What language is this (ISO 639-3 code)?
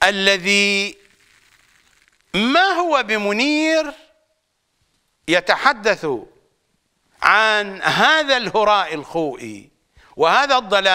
ara